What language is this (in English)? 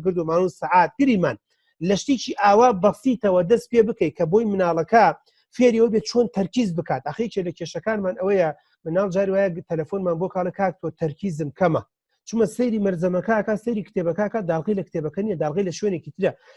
Central Kurdish